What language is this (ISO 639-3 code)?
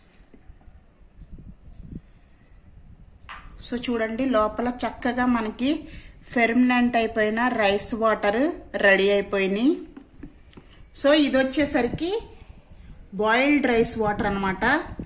tel